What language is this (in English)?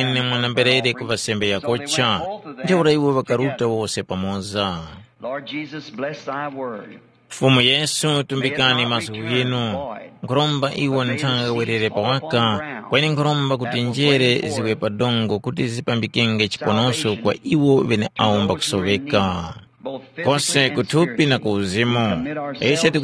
Tumbuka